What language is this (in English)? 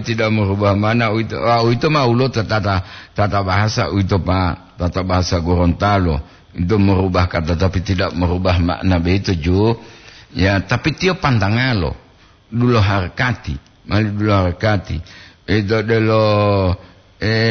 Gorontalo